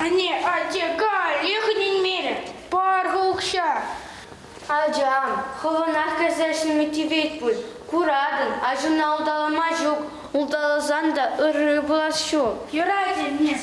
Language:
Chuvash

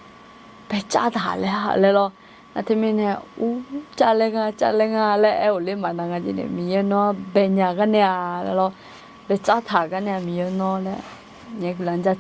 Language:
Akha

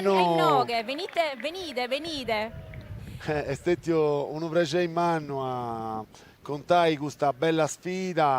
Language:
Sardinian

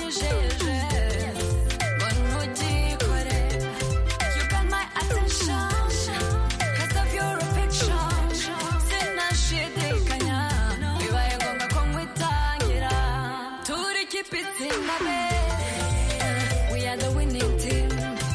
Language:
Kinyarwanda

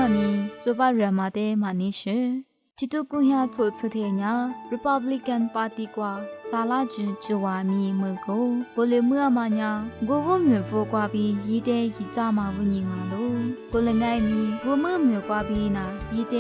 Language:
Lisu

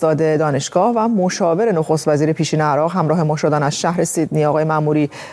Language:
Persian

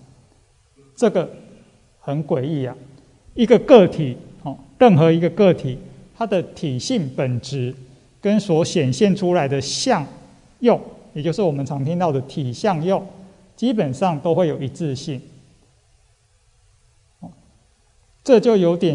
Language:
Chinese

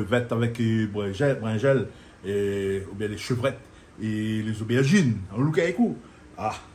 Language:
Réunion Creole French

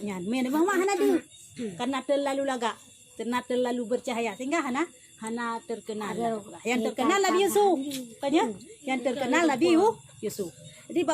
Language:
Achinese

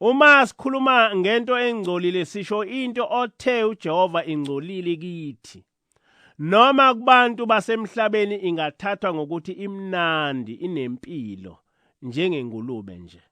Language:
Zulu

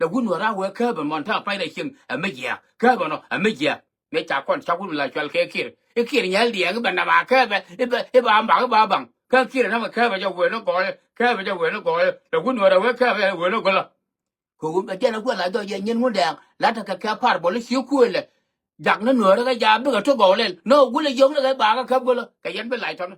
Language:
Nuer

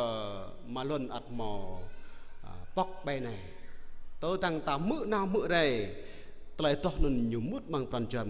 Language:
Jarai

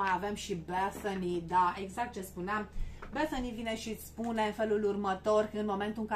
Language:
Romanian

